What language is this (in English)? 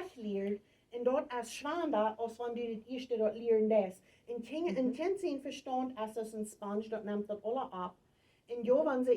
Plautdietsch